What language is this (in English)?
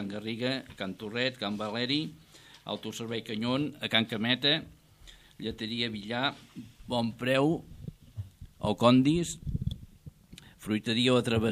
Catalan